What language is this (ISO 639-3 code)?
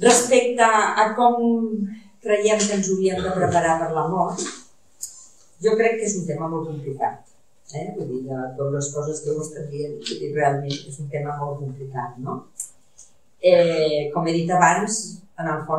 cat